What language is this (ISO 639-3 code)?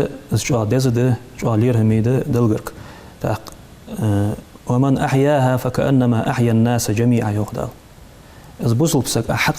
inh